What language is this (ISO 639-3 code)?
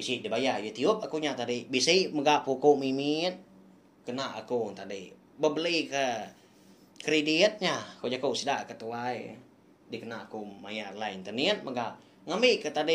iba